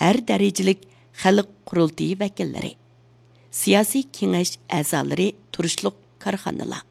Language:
Uyghur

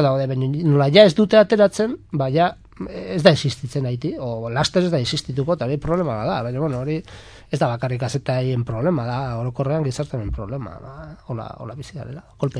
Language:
Basque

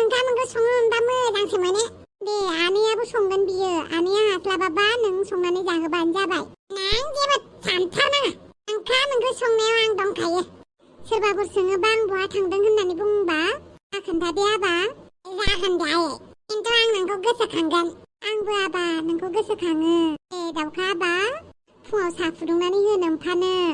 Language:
Bodo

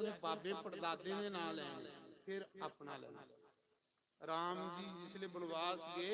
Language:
Dogri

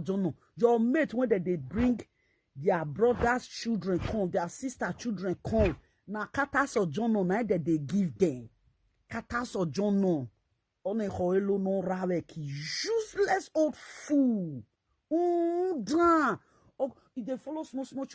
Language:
Nigerian Pidgin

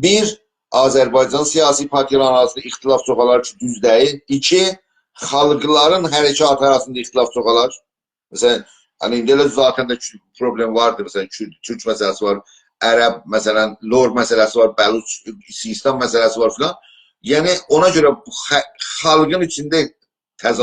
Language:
South Azerbaijani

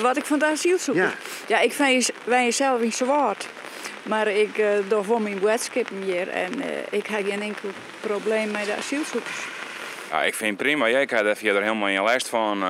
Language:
Western Frisian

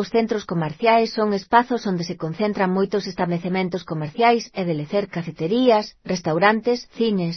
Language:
Galician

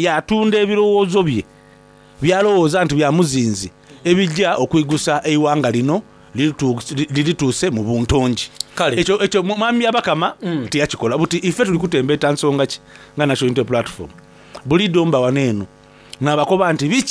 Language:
Soga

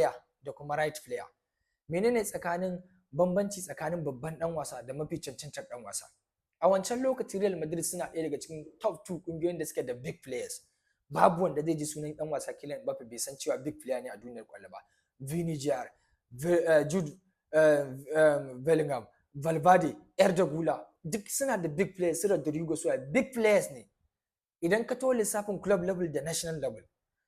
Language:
Hausa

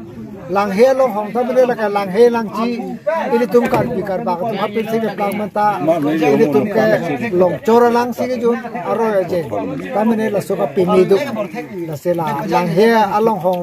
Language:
Karbi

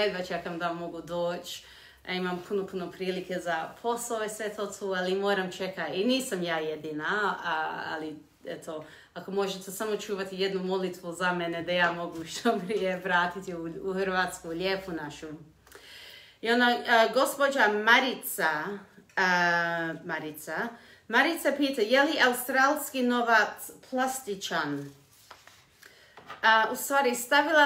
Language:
Croatian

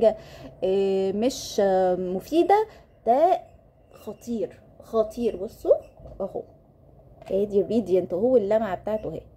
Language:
Egyptian Arabic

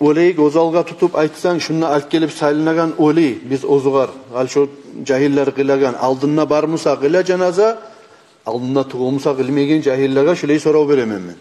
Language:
Kumyk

